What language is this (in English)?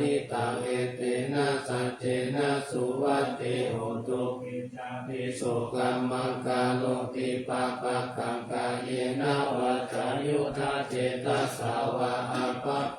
Pali